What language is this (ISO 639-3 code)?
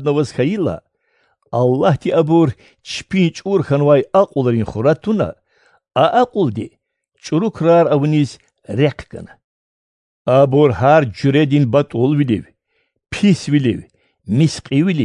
lez